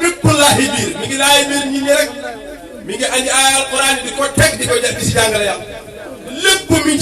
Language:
Wolof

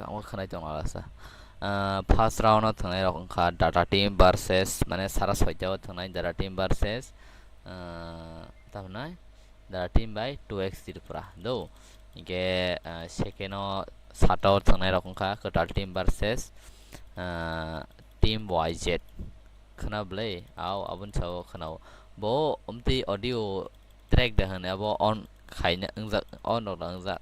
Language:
Kok Borok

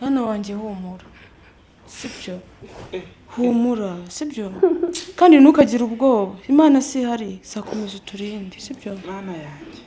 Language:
Kinyarwanda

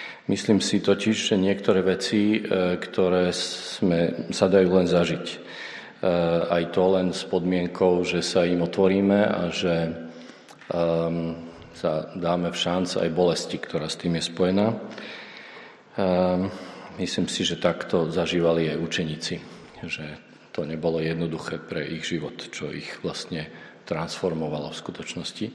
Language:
Slovak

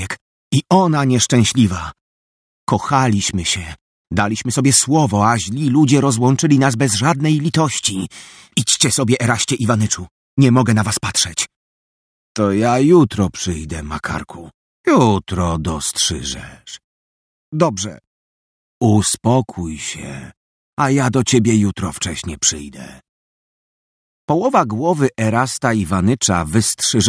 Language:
Polish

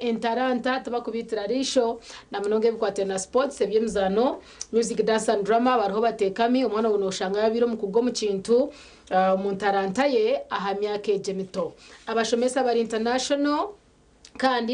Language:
Nyankole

